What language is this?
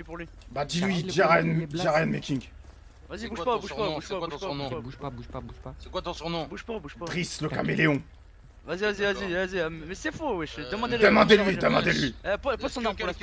French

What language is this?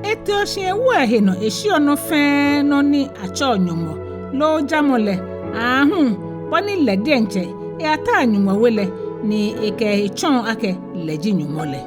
Ga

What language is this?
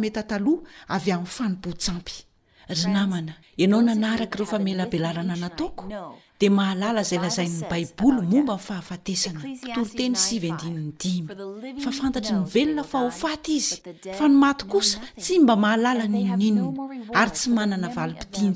Malagasy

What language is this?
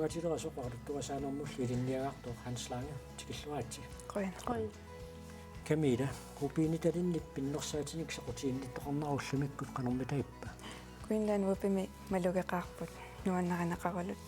Kalaallisut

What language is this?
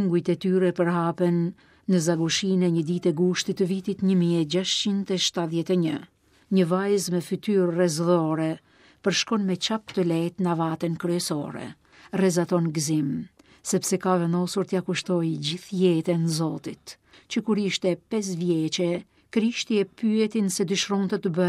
Albanian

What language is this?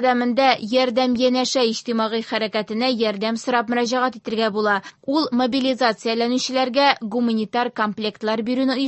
Tatar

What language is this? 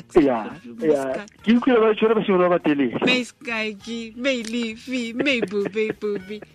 Tswana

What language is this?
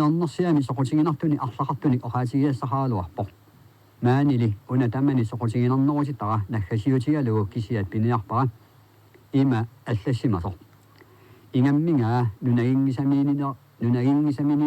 Kalaallisut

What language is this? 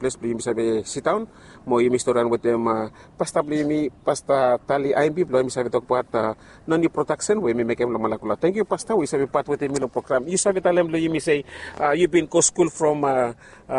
Bislama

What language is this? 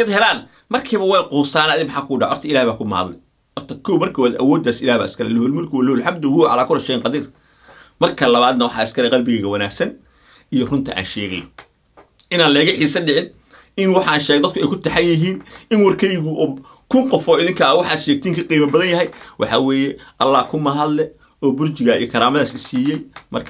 Somali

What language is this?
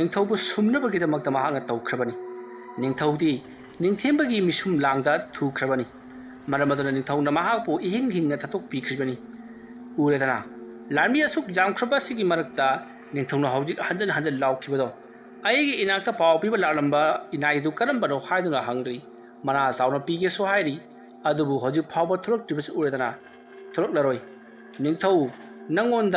Manipuri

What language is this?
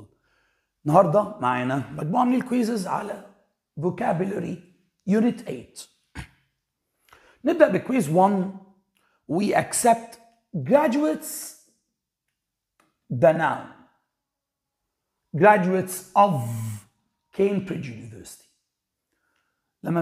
Egyptian Arabic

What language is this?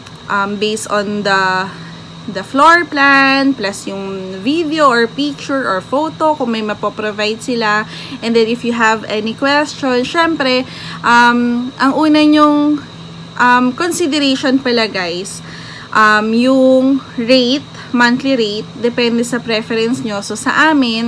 Filipino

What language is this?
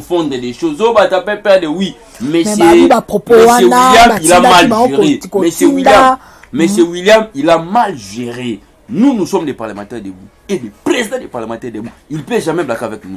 Lingala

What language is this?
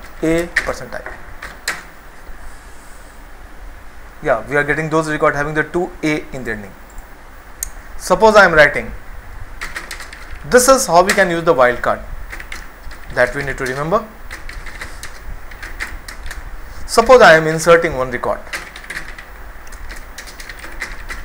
English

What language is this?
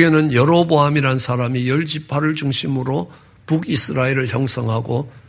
Korean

